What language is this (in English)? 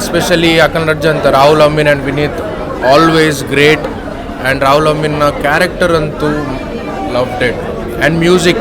Tulu